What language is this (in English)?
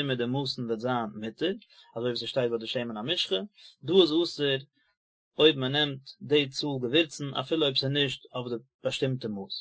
Yiddish